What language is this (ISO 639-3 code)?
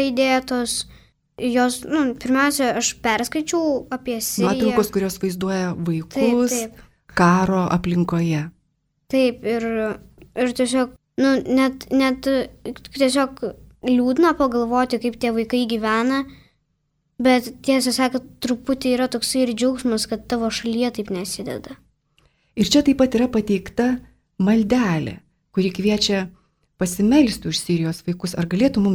lit